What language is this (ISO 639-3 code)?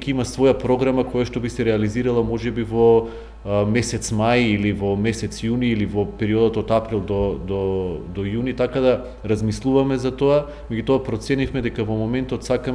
mkd